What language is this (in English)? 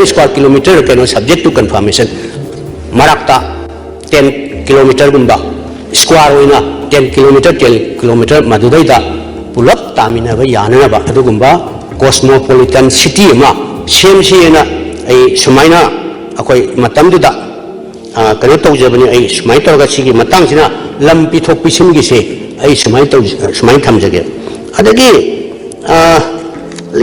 Manipuri